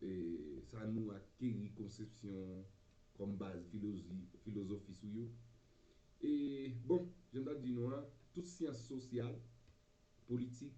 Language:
Haitian Creole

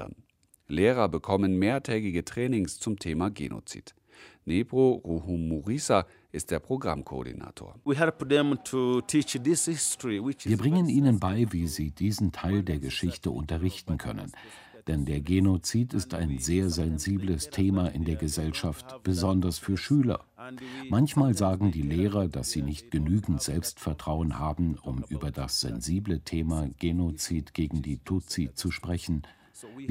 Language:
German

